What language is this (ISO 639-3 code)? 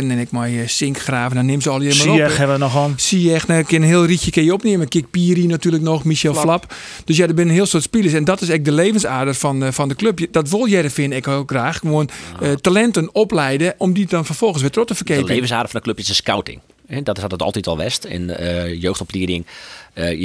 fry